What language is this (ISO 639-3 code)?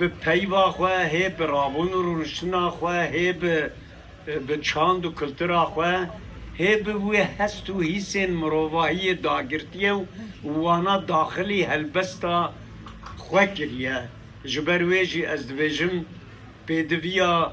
kur